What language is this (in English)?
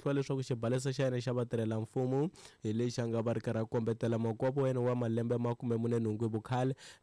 Tsonga